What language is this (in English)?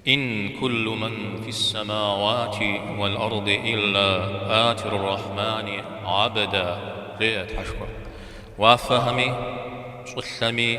Kabardian